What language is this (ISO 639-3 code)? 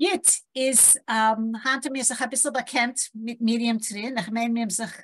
yid